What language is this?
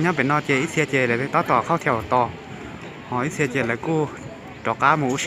Hmong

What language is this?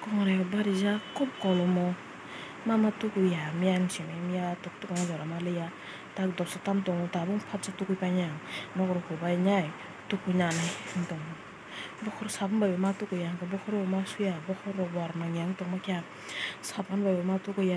Kok Borok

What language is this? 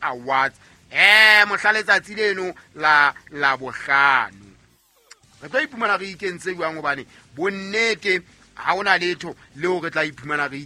Southern Sotho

